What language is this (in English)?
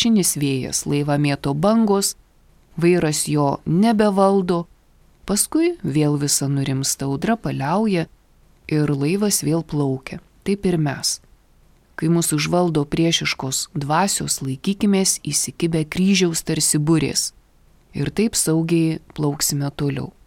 Lithuanian